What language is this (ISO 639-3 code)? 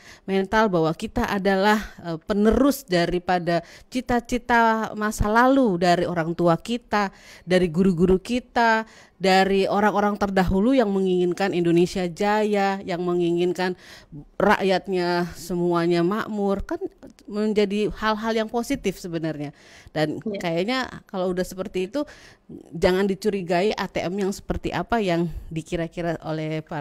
ind